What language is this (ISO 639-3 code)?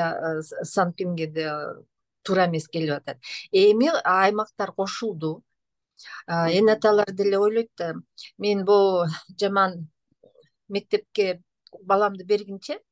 kir